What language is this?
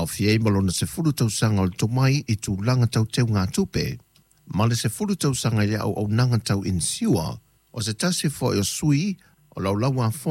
Samoan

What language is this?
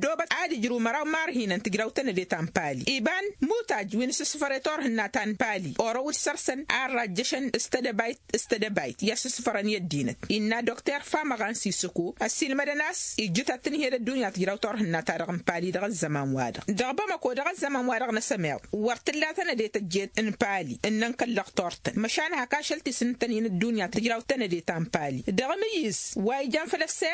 Tamasheq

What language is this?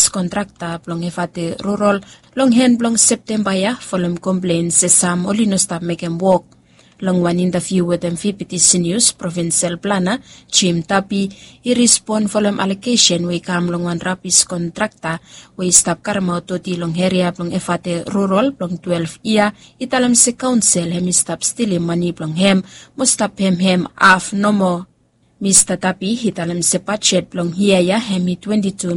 Bislama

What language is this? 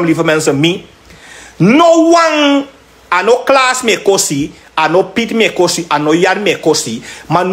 Sranan Tongo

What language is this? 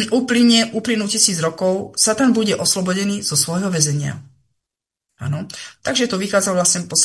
Slovak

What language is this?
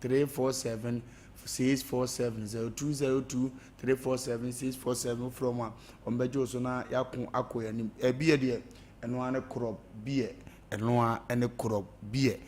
Akan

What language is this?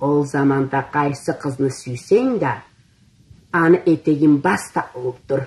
Karachay-Balkar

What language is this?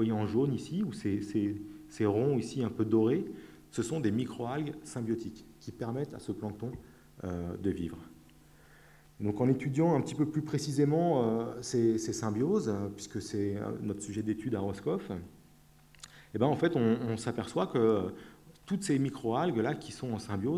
French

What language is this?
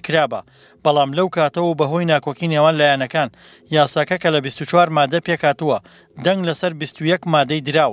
Central Kurdish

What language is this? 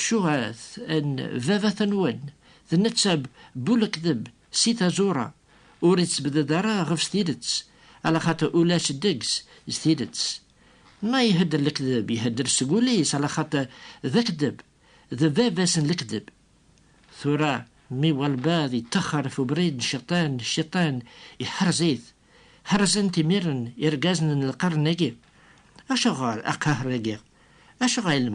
Kabyle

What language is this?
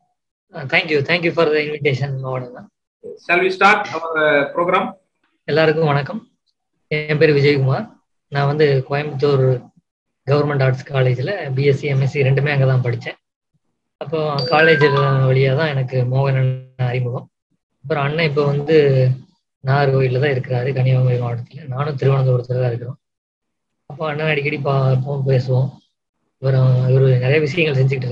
Tamil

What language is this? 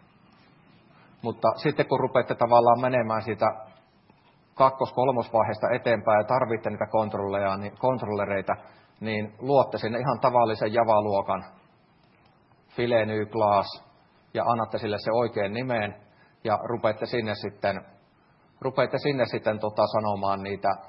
Finnish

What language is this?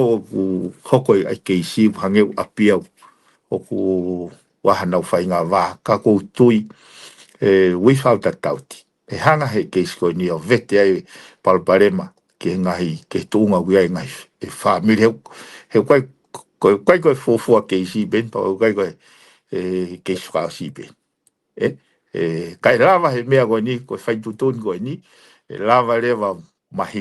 Tongan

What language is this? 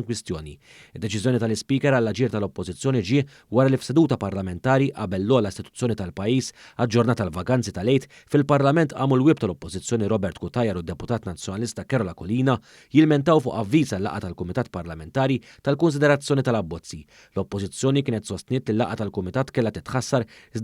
Maltese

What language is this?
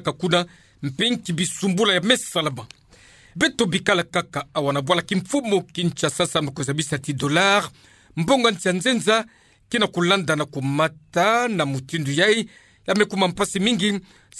Kituba (Democratic Republic of Congo)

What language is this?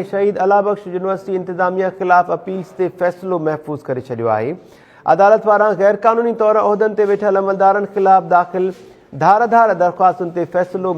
Sindhi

